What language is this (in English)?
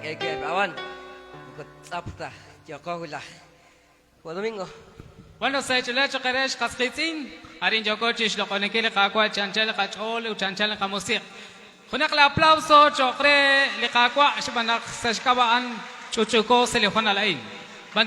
Kekchí